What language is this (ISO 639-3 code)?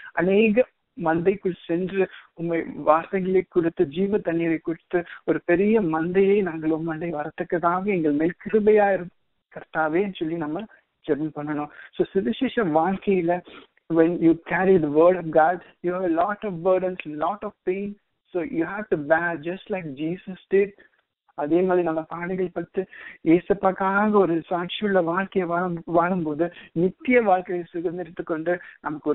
tam